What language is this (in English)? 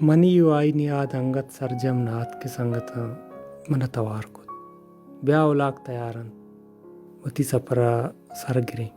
Baluchi